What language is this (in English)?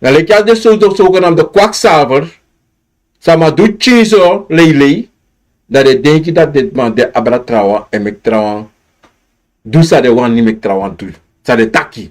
Sranan Tongo